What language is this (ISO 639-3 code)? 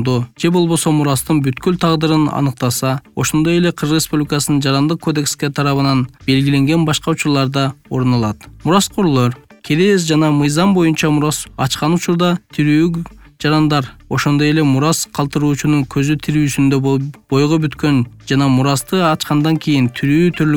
kir